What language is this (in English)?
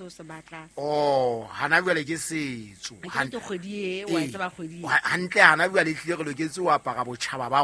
Southern Sotho